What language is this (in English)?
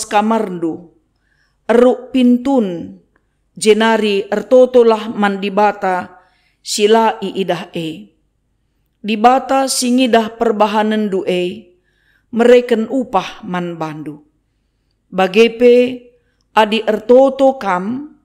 Batak Karo